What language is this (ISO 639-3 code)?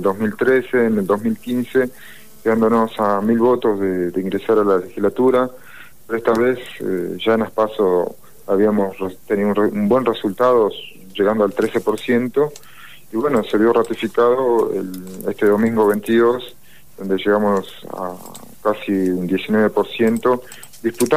spa